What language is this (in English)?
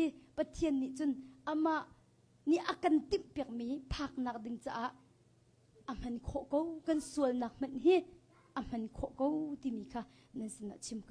Hakha Chin